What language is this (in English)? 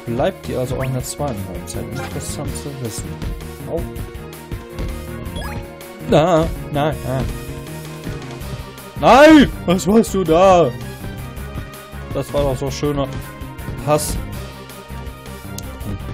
German